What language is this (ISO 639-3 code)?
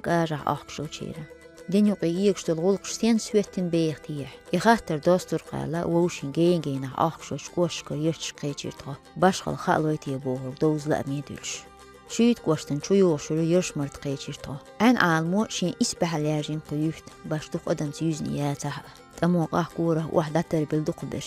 che